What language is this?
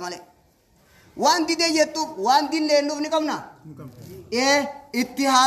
Oromo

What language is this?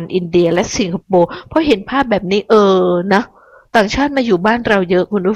Thai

